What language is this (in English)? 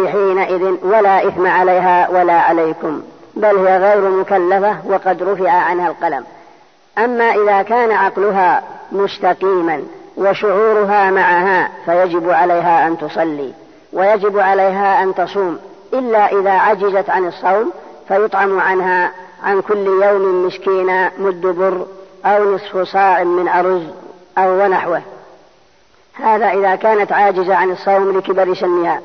Arabic